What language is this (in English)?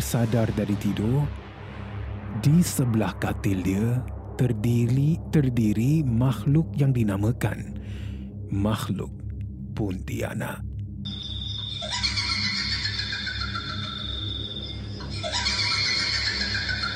Malay